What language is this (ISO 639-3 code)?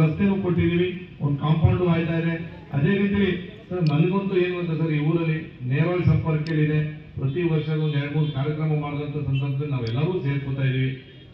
kan